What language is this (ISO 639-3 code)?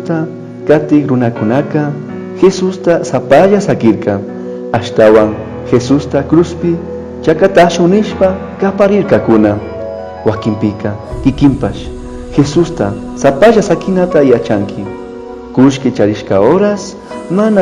qug